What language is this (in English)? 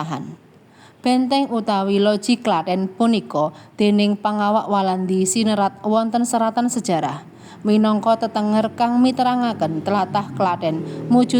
Javanese